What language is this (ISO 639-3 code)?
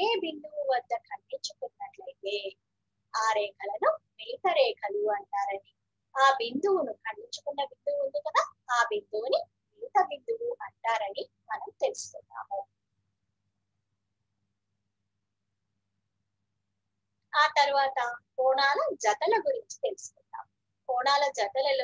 tel